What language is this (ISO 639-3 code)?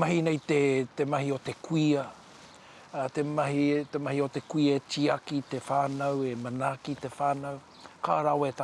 mri